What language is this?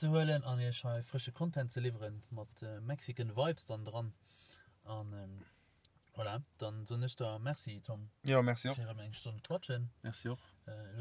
Luxembourgish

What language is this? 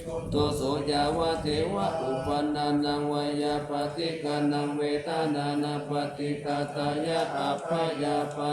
Pali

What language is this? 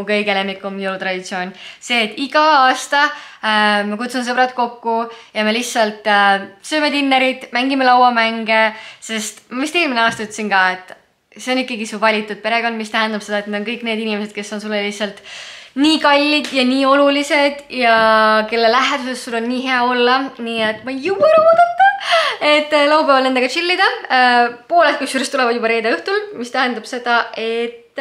Estonian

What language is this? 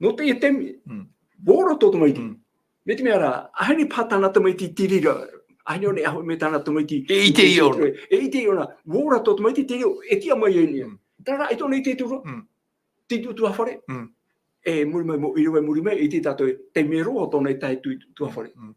Tahitian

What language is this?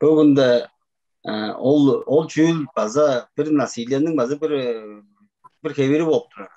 Tuvinian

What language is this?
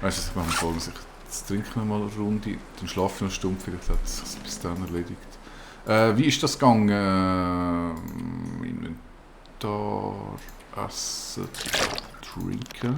Swiss German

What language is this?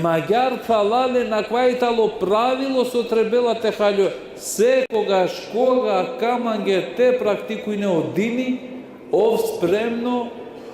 Balkan Romani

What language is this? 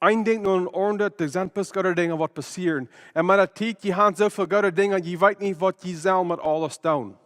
Plautdietsch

